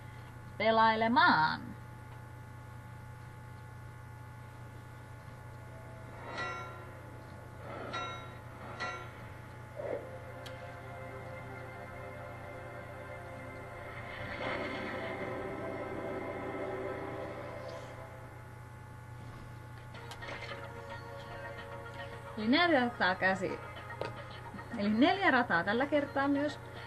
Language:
Finnish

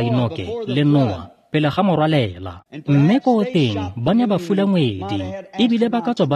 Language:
Tswana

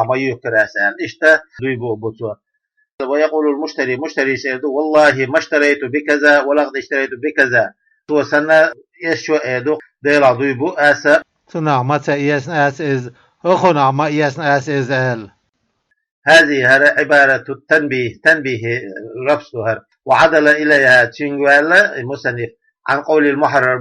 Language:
Chechen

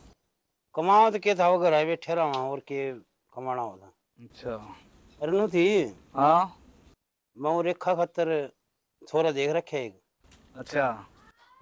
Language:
Haryanvi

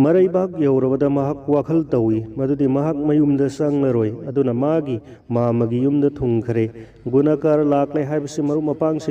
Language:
Manipuri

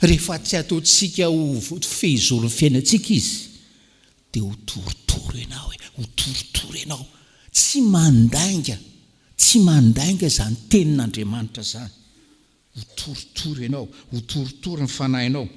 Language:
Malagasy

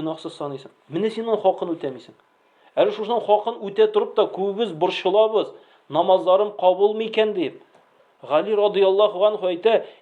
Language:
Tatar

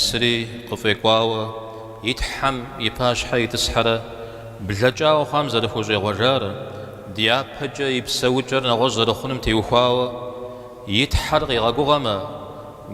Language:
Kabardian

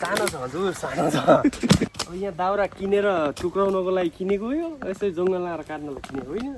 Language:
Nepali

